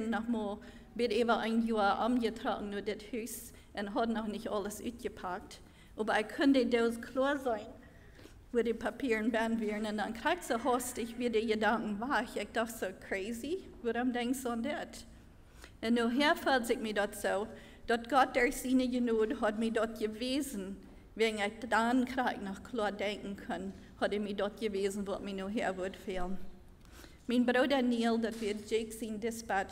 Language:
Plautdietsch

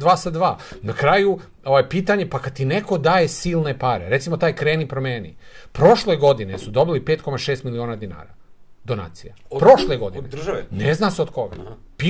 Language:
Serbian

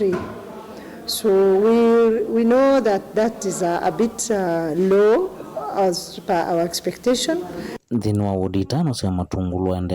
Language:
Kamba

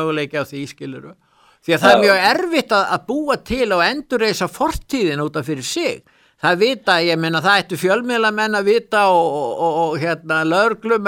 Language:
Icelandic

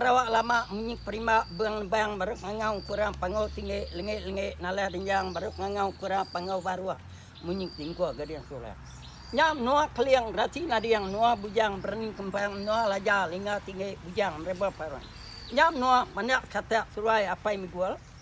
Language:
Iban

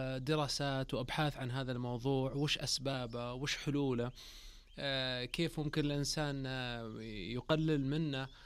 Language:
Najdi Arabic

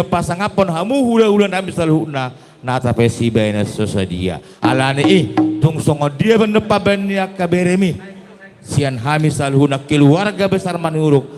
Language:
Batak Toba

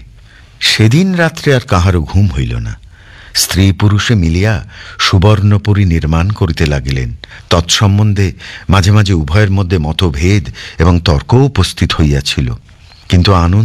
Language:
Bangla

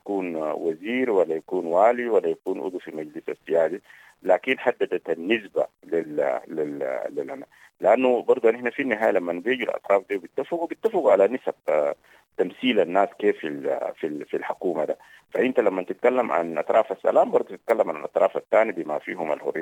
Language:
Sudanese Arabic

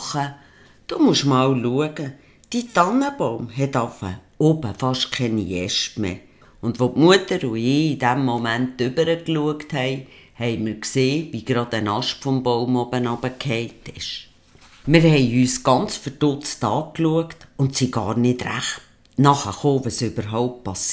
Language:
Swiss German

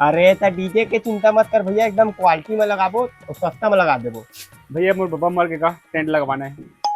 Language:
Chhattisgarhi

